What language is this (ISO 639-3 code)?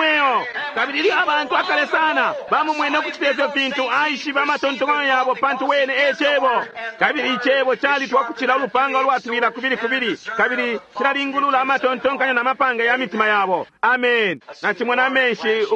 bem